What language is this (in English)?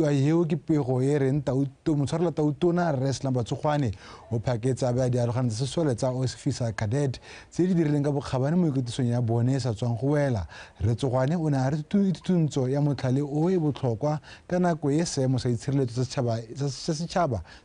Tswana